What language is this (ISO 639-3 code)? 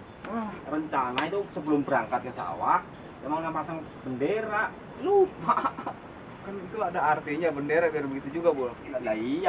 bew